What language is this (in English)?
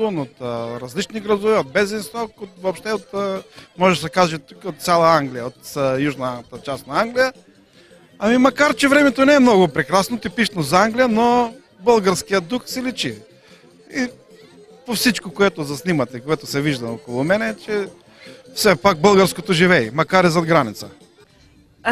Bulgarian